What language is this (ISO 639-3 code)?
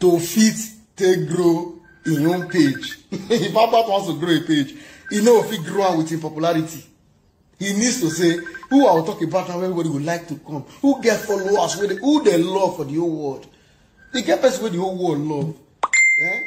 pcm